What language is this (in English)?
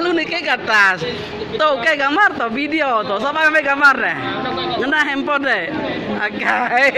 Iban